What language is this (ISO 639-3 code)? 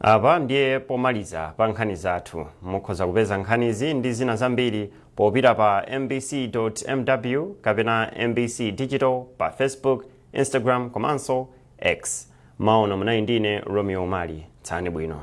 nya